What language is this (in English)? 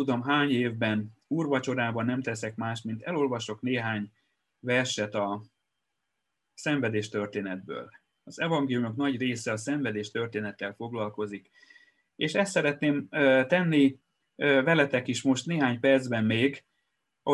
Hungarian